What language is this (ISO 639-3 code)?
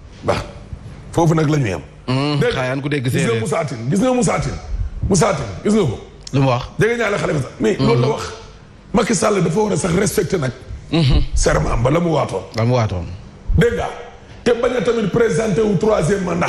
wol